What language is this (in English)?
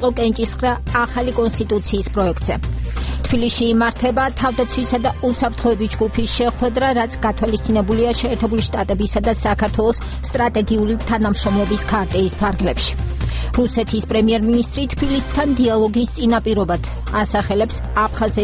Georgian